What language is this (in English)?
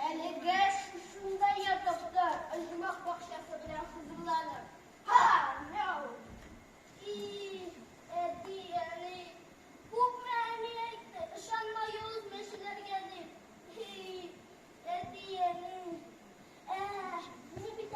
Tatar